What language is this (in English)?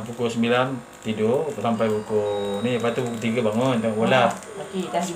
Malay